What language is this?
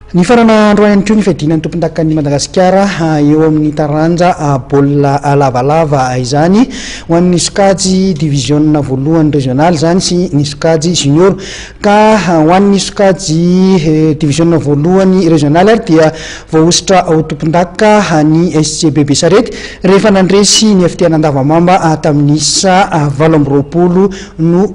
Malagasy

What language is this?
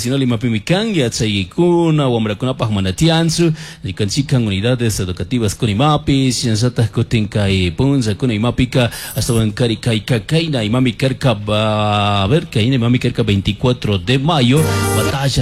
Chimborazo Highland Quichua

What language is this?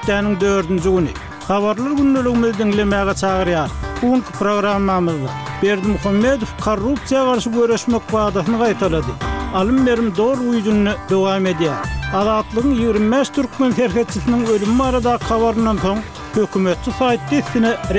Kyrgyz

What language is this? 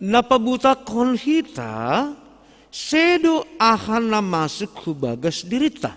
Batak Simalungun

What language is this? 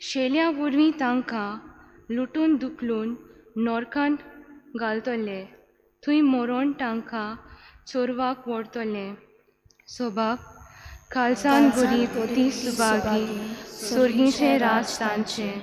Konkani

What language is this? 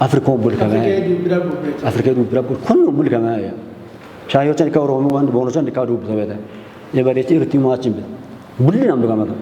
Kafa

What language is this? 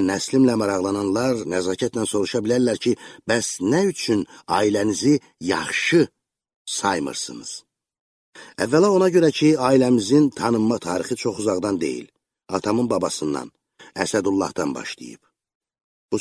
Azerbaijani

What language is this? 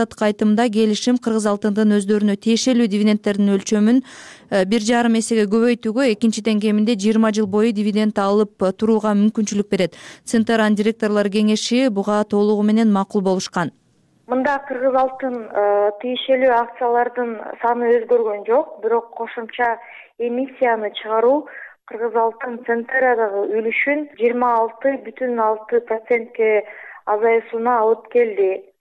Kyrgyz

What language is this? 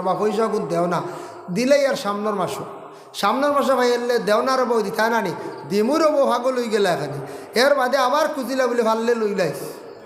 Sylheti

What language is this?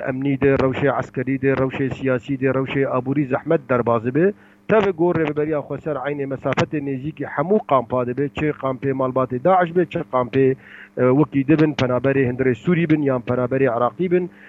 Kurdish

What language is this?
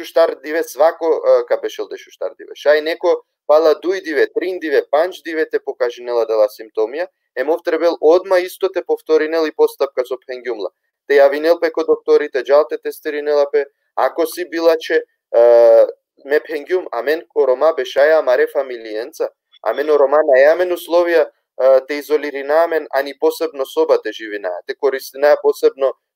Balkan Romani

